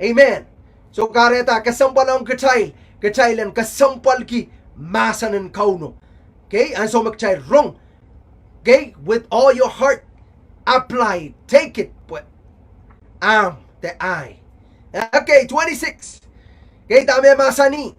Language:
Pohnpeian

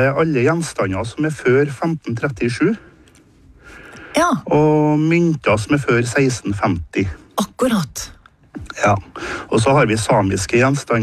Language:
Norwegian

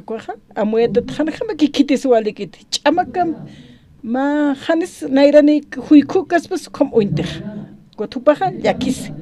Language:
Aymara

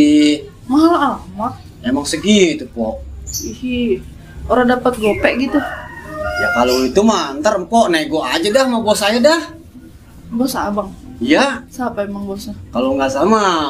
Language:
Betawi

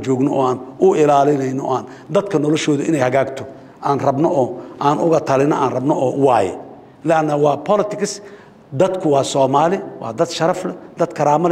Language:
Somali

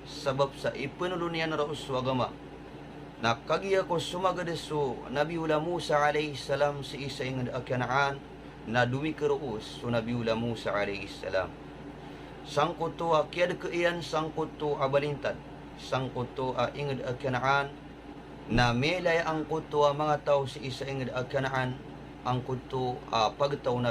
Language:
Maranao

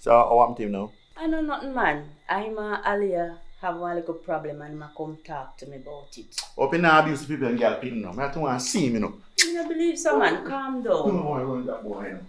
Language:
Jamaican Creole English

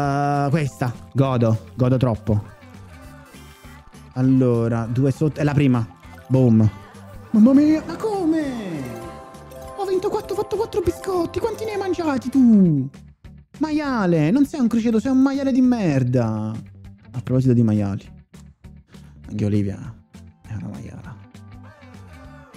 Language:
Italian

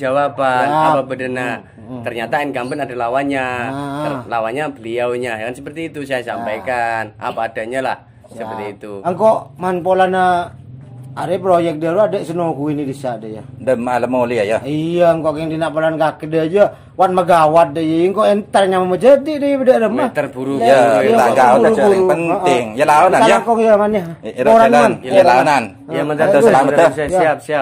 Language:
Madurese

